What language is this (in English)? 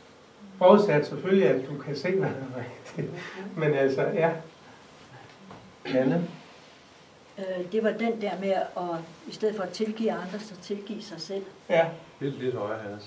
Danish